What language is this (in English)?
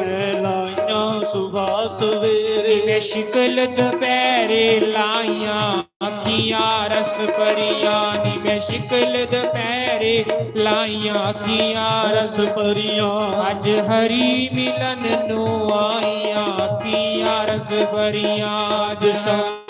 Dogri